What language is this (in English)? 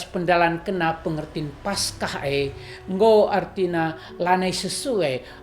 Batak Karo